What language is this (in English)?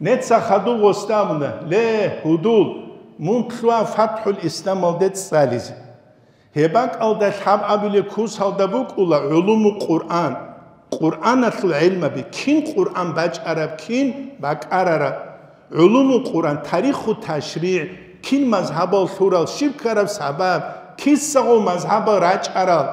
Avaric